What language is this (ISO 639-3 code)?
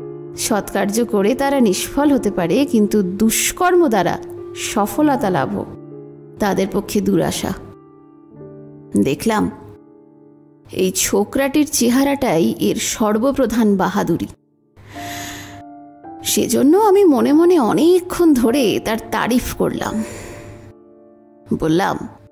ben